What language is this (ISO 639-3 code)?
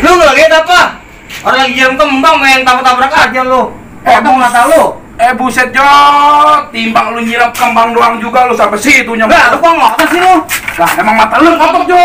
bew